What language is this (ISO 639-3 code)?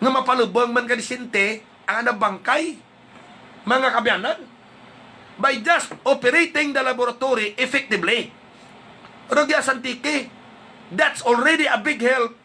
hil